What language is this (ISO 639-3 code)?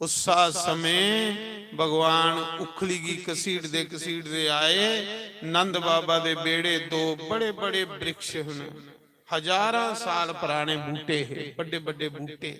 doi